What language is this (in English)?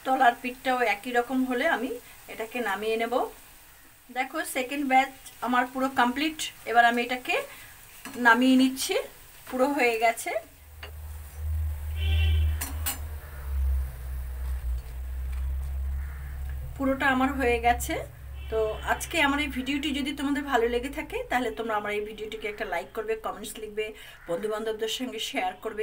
Bangla